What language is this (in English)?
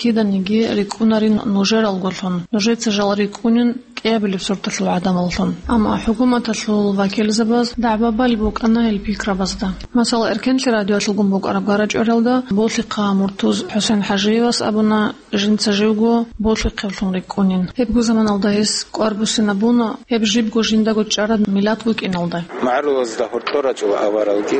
Avaric